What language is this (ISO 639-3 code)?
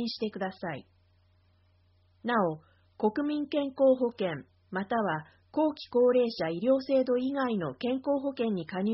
jpn